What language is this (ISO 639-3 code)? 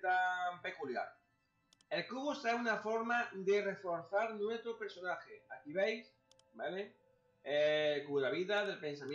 spa